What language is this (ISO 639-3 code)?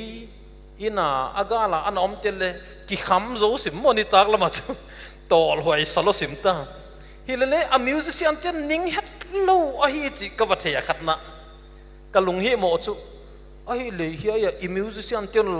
pck